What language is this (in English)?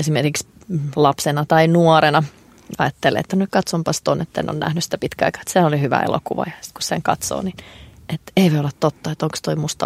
Finnish